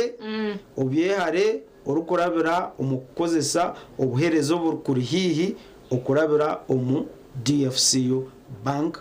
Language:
Nyankole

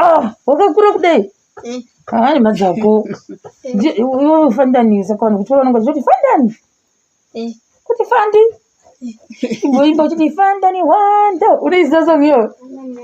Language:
Shona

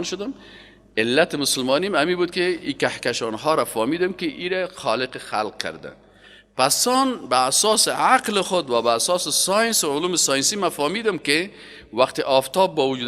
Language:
Persian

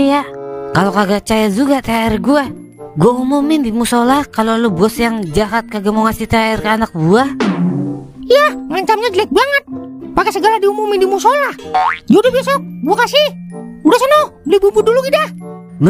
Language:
Betawi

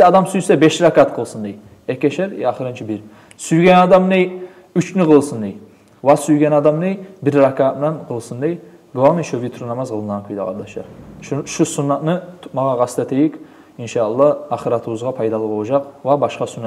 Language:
Kumyk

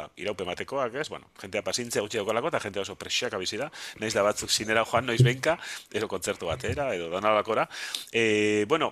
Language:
Basque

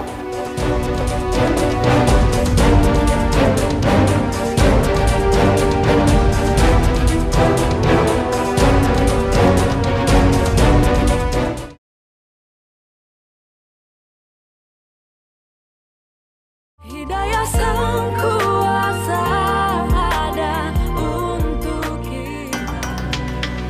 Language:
Indonesian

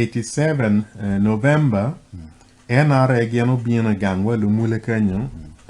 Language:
Acoli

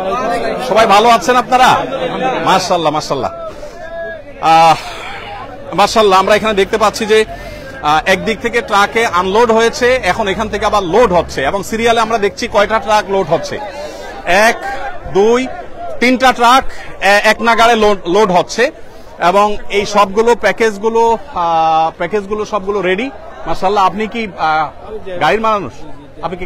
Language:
Bangla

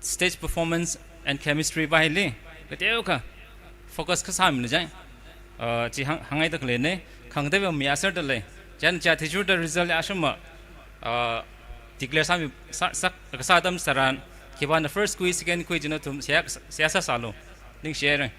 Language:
Tangkhul Naga (India)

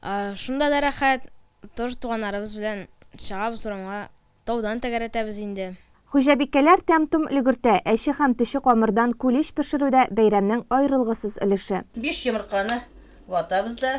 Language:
Tatar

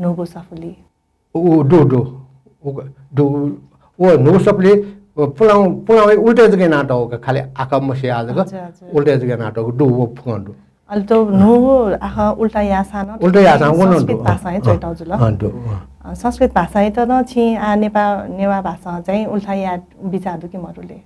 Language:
Newari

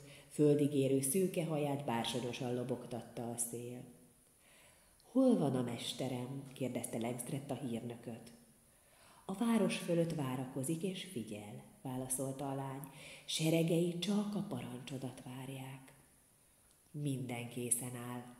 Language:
Hungarian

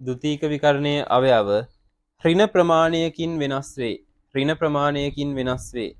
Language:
Sinhala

